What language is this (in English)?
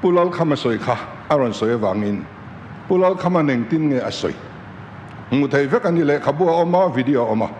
Mizo